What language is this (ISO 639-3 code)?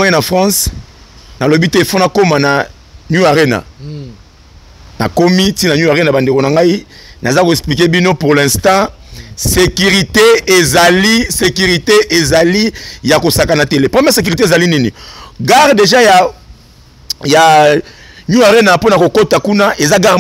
lin